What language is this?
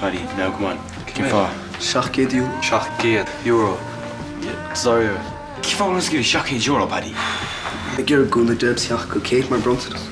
Irish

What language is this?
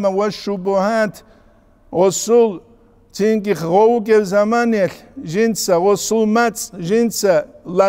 Avaric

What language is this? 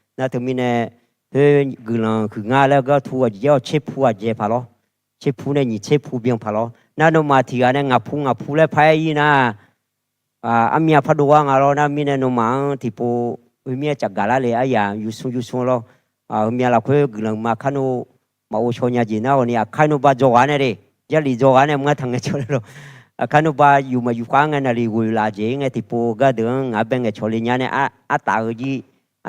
Akha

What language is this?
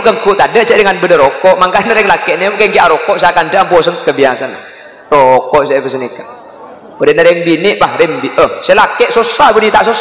Madurese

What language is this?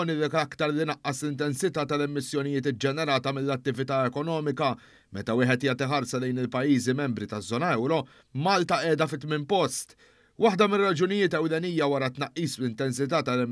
Maltese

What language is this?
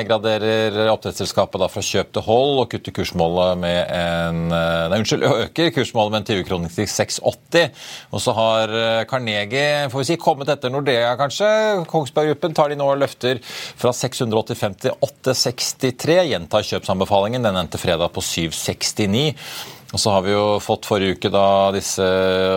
Norwegian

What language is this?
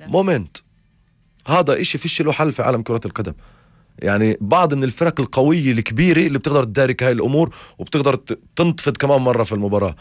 North Levantine Arabic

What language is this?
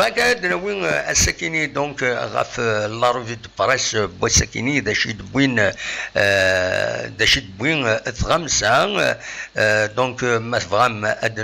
Kabyle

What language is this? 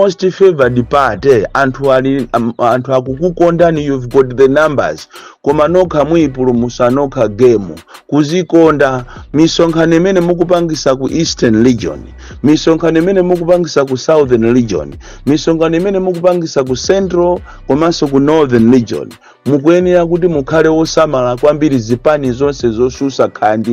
Nyanja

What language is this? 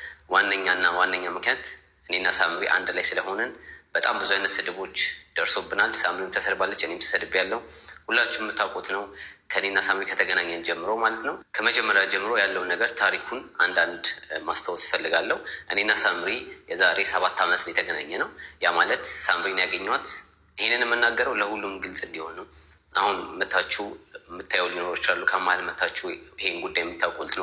Amharic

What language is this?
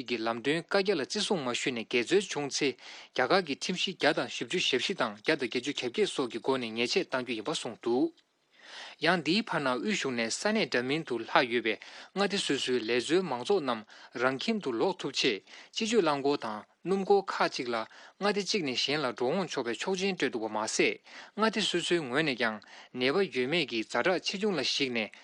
Tibetan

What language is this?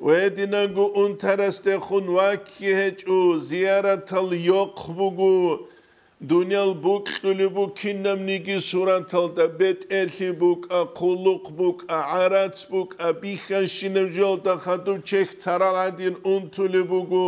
Avaric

